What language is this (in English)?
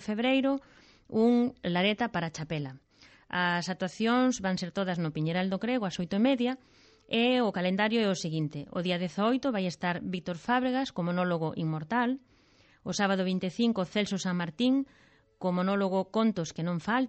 Galician